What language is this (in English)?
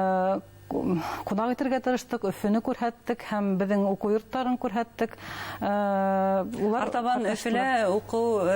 Bashkir